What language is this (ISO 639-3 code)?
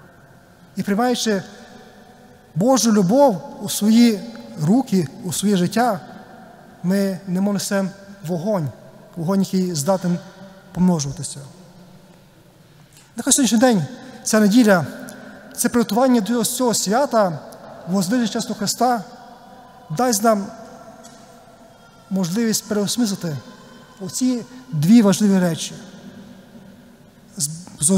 ukr